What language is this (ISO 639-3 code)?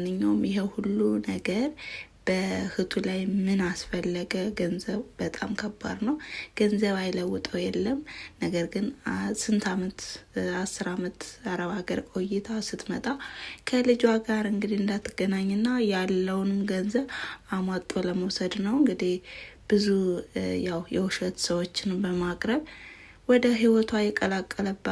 amh